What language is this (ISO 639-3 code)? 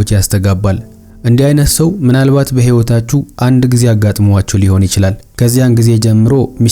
amh